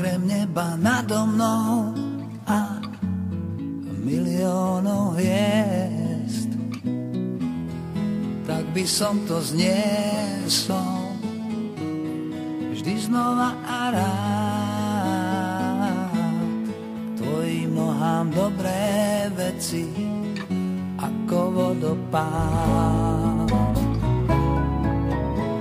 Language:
Slovak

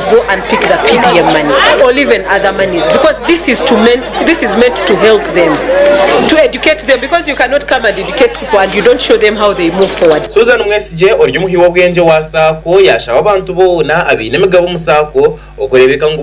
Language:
Nyankole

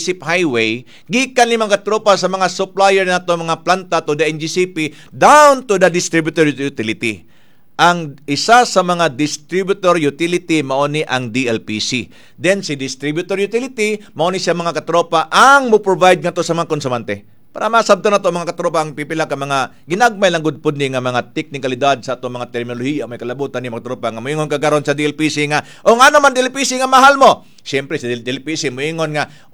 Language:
Cebuano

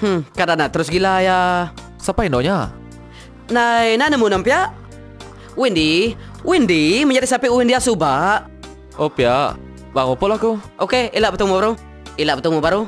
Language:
Iban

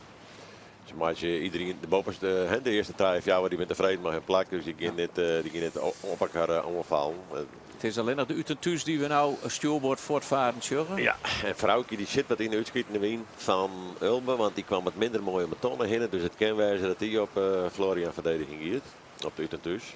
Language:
Western Frisian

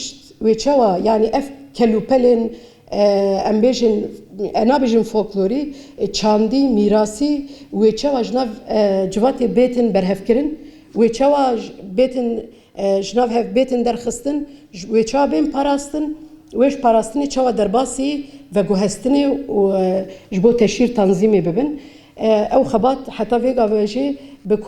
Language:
Kurdish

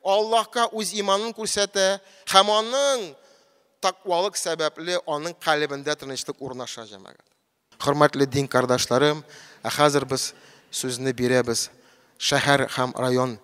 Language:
Tatar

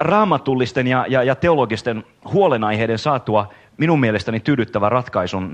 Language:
Finnish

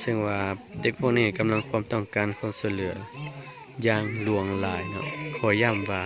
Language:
Lao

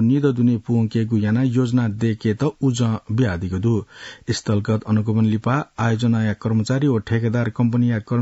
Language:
Newari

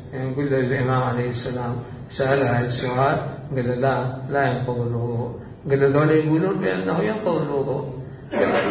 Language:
Mesopotamian Arabic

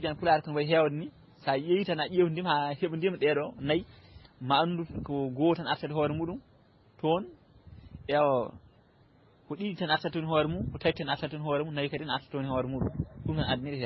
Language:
Fula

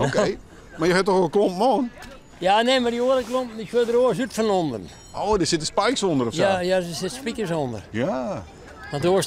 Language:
Western Frisian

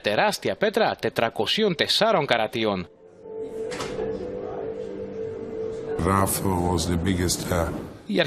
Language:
Greek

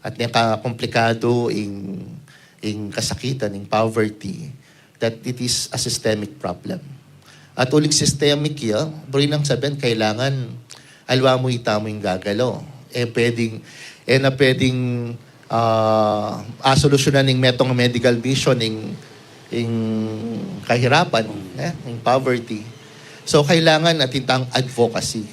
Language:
Pampanga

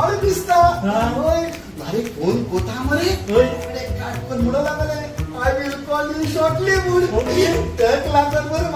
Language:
Konkani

